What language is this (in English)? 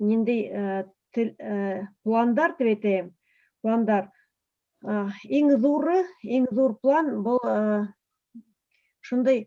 Bashkir